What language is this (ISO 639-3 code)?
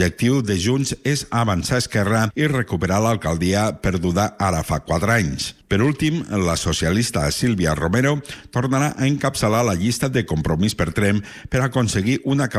cat